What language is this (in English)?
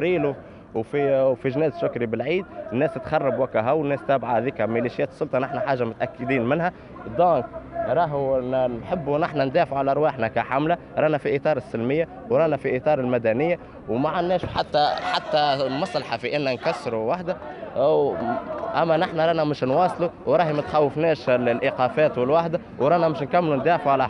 Tunisian Arabic